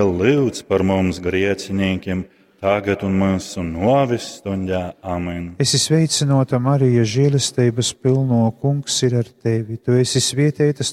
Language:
Latgalian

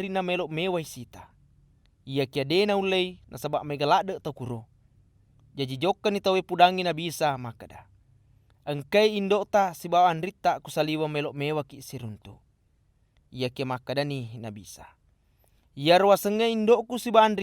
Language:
Buginese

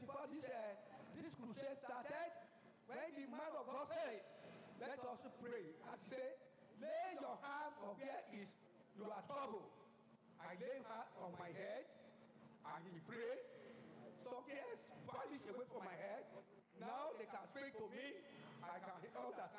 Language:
Ewe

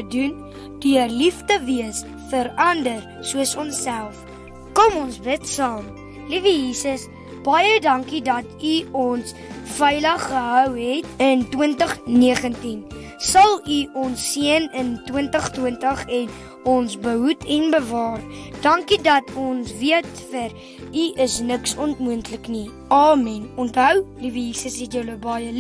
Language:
Afrikaans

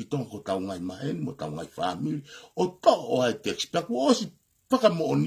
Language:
Tongan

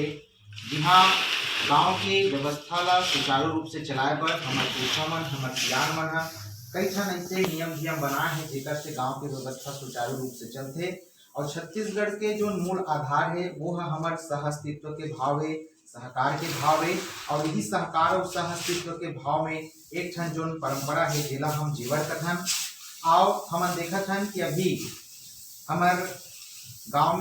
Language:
Chhattisgarhi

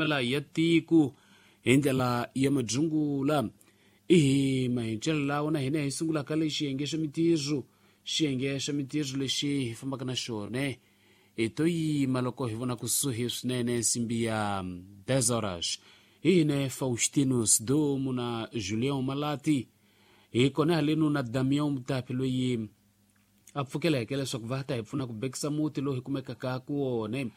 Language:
Tsonga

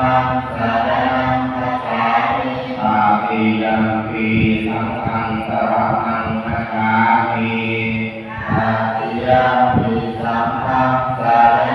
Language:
Pali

